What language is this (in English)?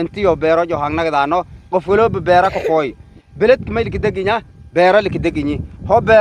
Somali